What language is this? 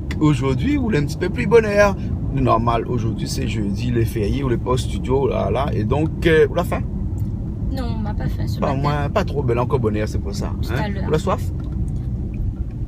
Réunion Creole French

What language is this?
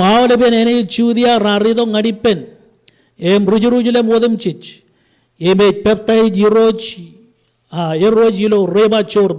Marshallese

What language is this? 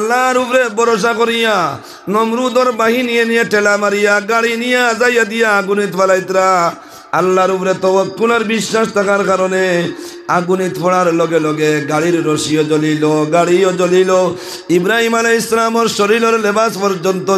Sylheti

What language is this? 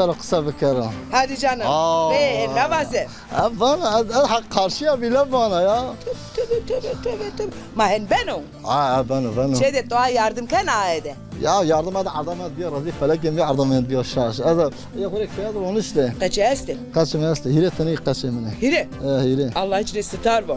Zaza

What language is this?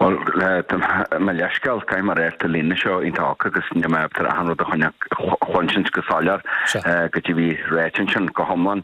Irish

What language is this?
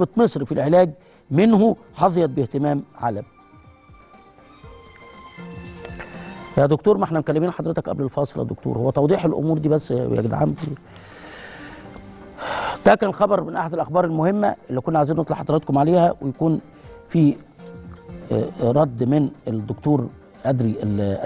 Egyptian Arabic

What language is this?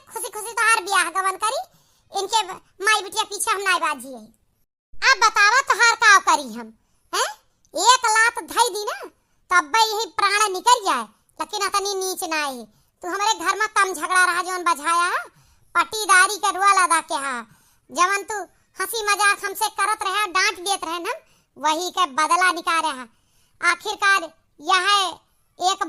Awadhi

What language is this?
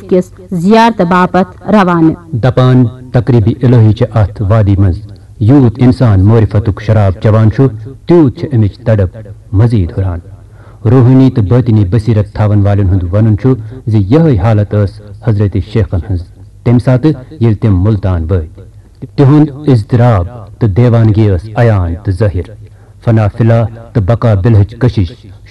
Kashmiri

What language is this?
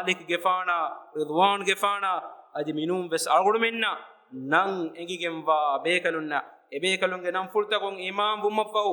Divehi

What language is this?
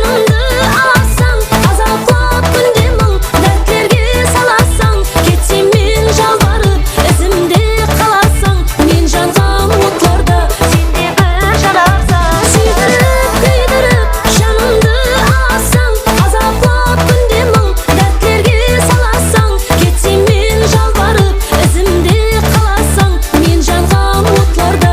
Kara-Kalpak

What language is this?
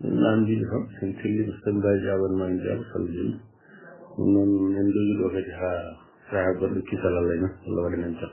Fula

